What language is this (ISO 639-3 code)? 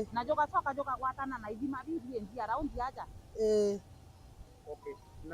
mer